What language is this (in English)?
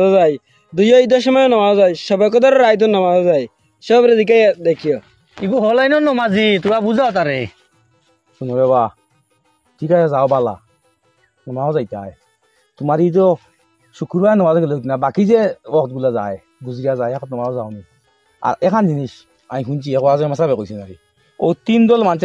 Sylheti